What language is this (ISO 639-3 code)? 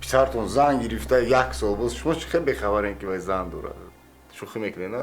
tgk